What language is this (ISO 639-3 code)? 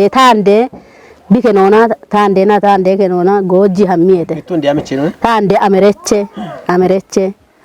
kbr